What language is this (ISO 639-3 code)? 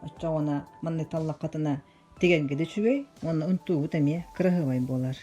sah